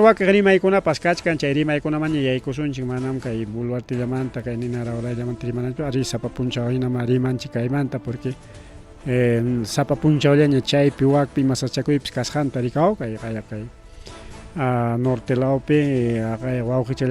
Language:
Ayacucho Quechua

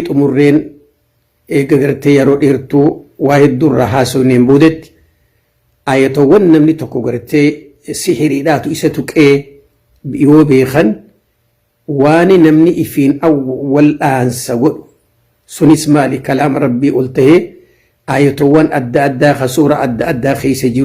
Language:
Oromo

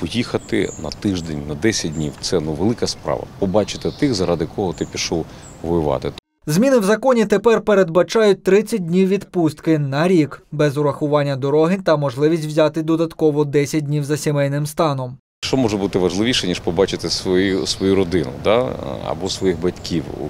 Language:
Ukrainian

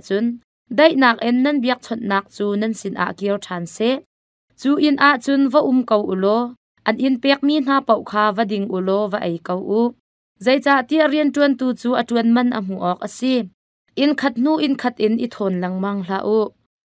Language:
Hakha Chin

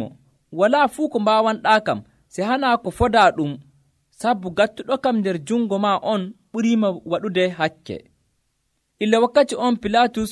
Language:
Nigerian Fulfulde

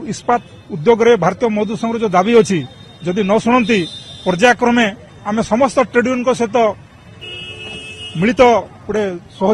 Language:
Odia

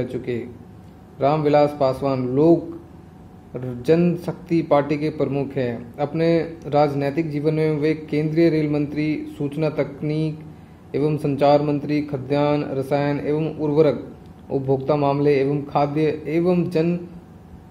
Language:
Hindi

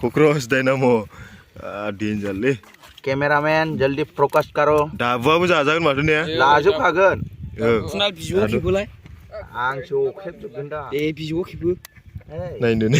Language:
Bodo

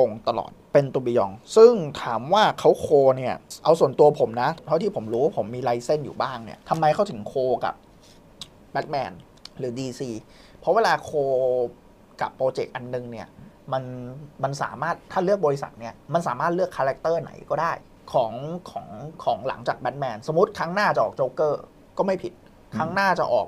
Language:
Thai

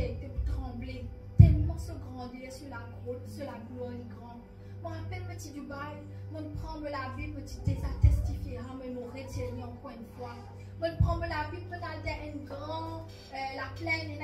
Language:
Morisyen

